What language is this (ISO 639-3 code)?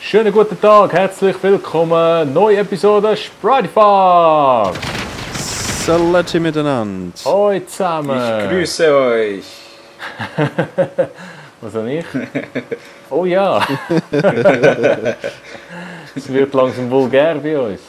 gsw